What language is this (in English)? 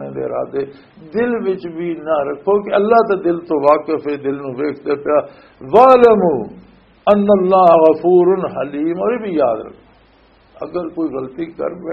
Western Panjabi